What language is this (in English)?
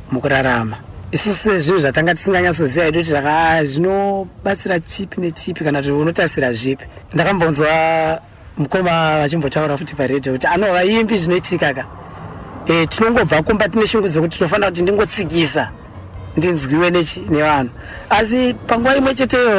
Shona